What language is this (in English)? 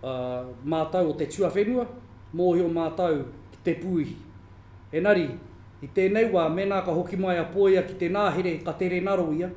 Māori